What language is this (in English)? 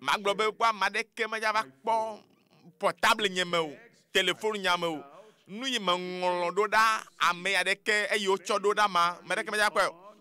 Ewe